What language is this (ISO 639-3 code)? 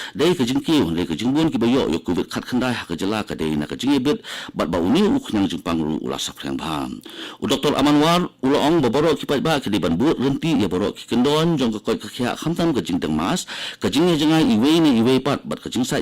kha